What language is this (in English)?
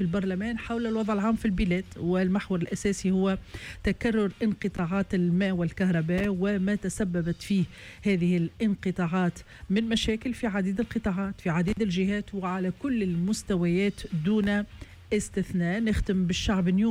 Tunisian Arabic